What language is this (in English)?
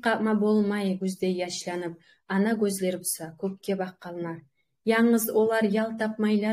Kumyk